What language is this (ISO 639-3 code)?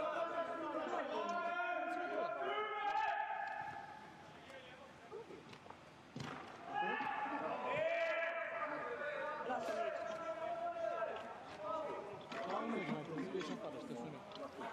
ron